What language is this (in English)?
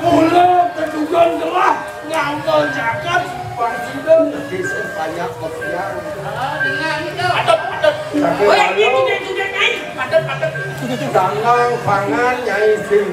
Balinese